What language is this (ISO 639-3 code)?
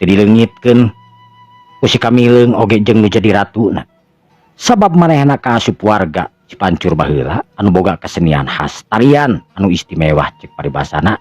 sun